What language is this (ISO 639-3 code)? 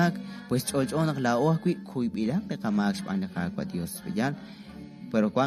kek